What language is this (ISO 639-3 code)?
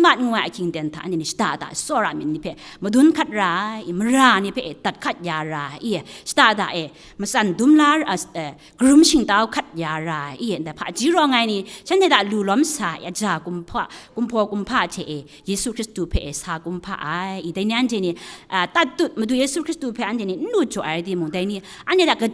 kac